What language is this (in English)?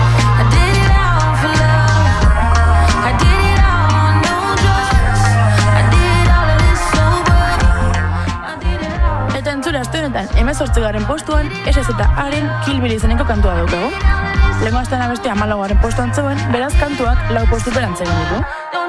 Basque